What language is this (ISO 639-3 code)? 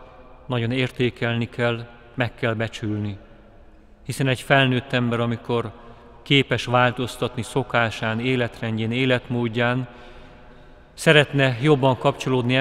hun